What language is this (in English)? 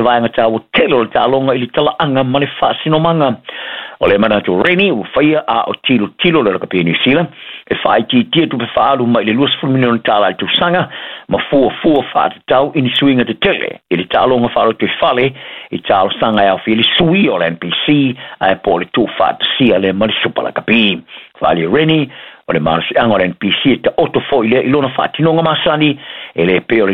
Samoan